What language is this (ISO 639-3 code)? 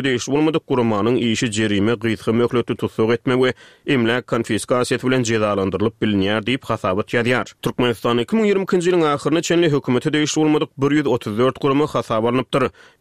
tuk